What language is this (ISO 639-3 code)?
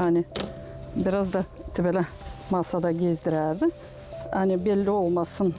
gag